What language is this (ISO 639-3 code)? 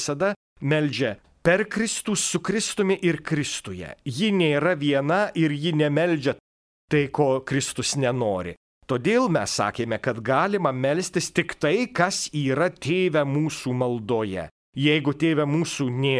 lit